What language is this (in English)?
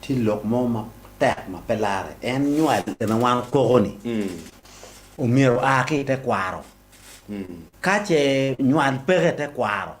Acoli